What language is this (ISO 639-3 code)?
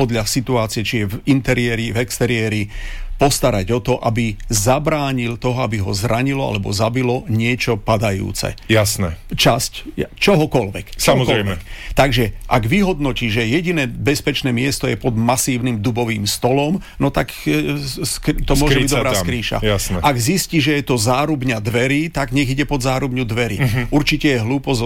slk